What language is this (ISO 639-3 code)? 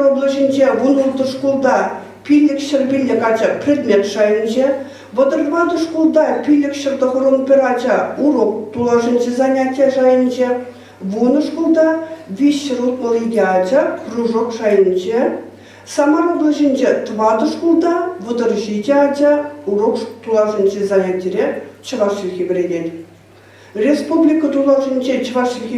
chv